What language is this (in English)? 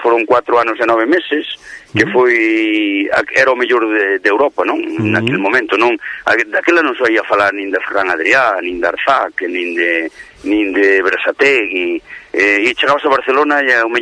Galician